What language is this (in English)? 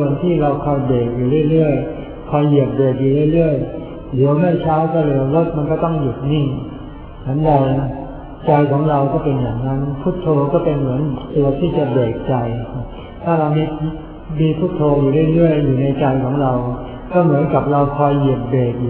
Thai